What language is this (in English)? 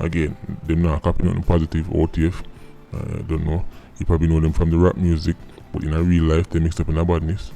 Jamaican Creole English